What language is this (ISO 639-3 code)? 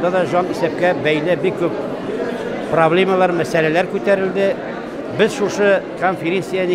tat